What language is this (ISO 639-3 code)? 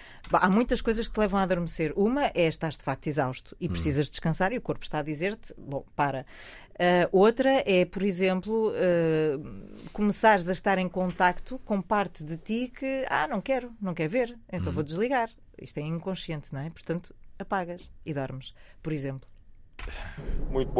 por